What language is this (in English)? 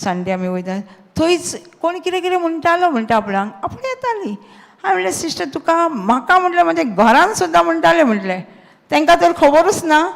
Konkani